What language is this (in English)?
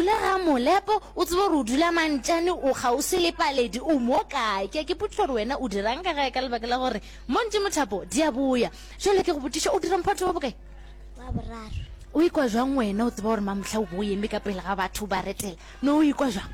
Northern Sotho